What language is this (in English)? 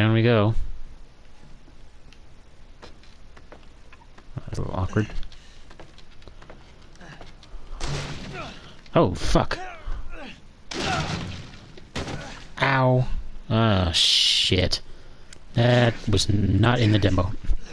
English